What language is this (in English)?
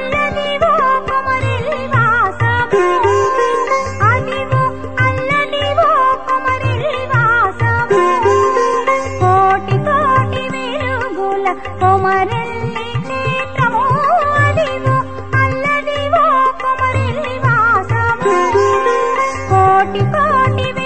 Telugu